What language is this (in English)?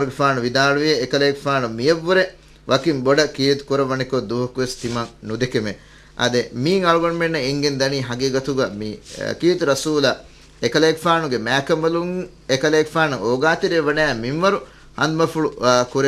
Divehi